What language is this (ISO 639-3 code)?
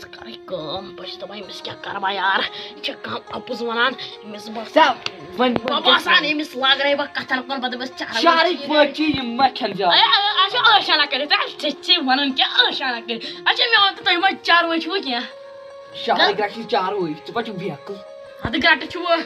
kas